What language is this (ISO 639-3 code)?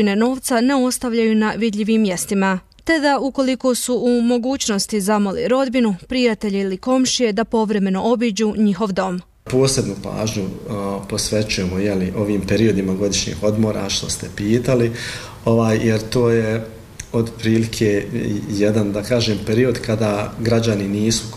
bos